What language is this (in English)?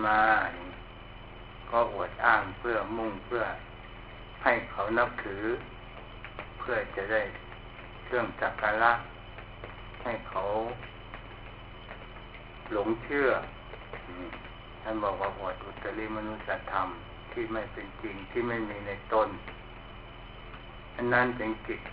Thai